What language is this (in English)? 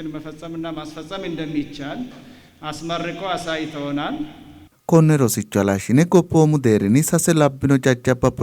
Sidamo